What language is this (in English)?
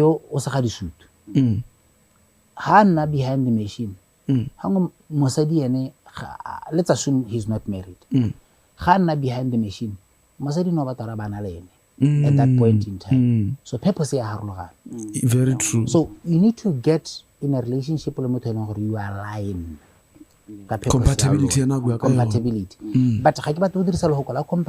Tswana